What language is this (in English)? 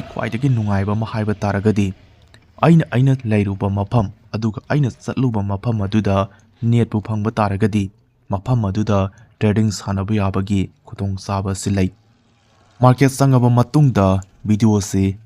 Manipuri